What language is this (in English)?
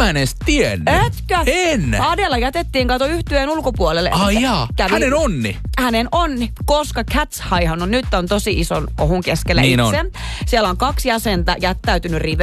Finnish